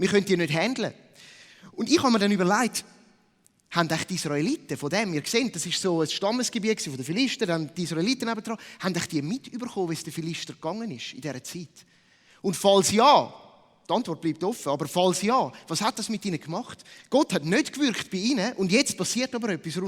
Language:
Swiss German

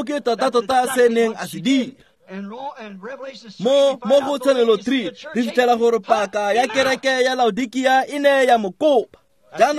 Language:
Tswana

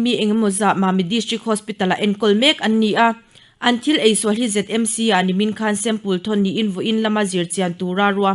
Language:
Mizo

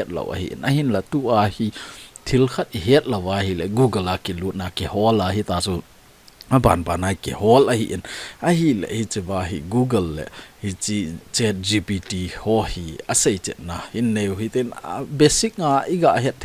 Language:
Thado Chin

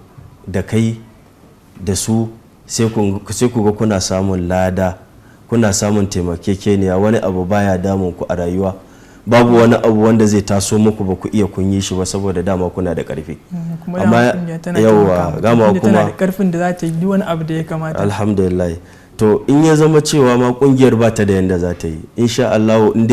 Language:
Hausa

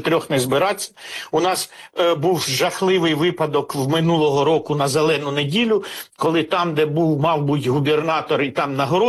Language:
Ukrainian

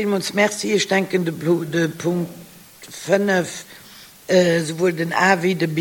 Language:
Luxembourgish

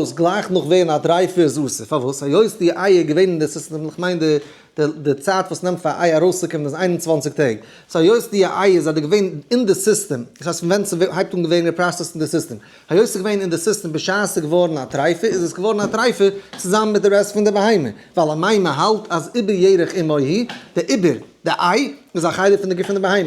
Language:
Yiddish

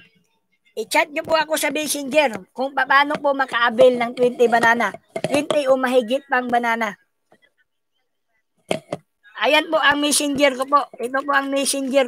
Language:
Filipino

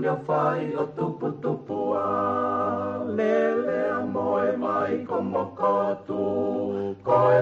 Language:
Tongan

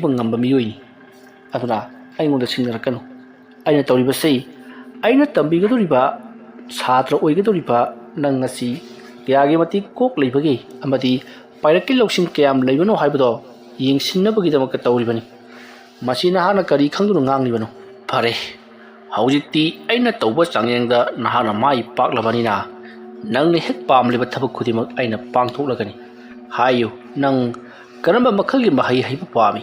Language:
Manipuri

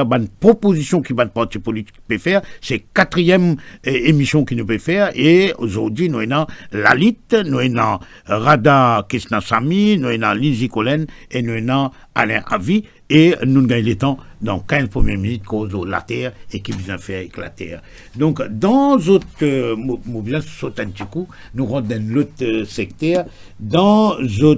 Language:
Morisyen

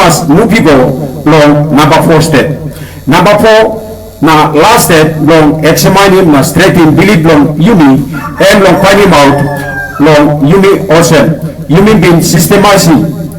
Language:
Tok Pisin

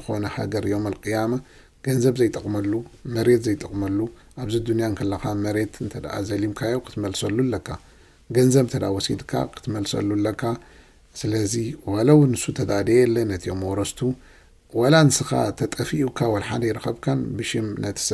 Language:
Tigrinya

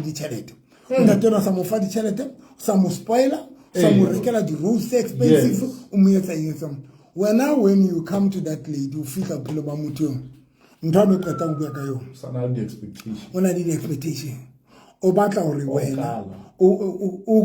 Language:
Southern Sotho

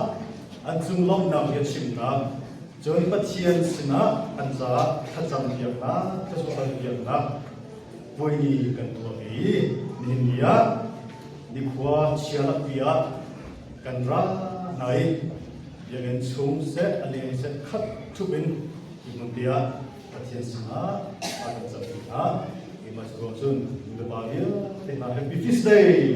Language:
Hakha Chin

